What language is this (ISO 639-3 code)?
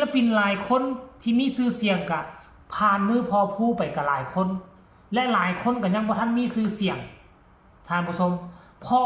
lao